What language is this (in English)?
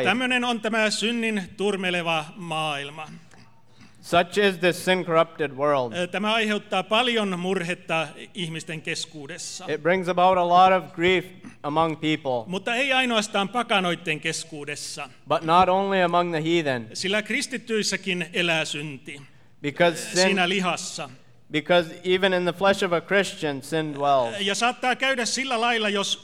Finnish